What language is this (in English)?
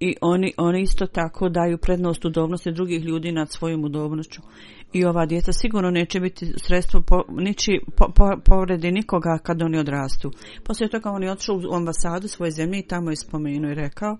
Bosnian